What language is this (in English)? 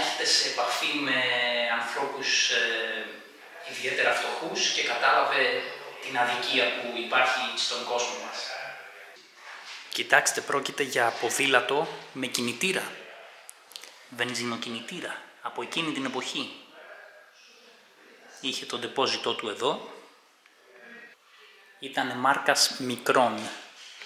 Greek